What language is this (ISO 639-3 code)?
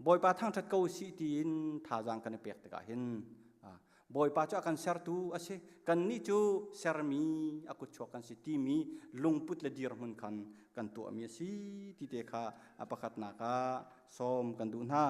cnh